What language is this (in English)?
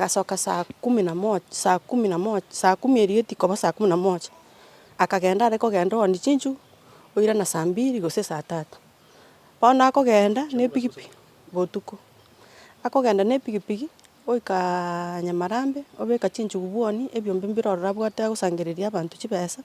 Gusii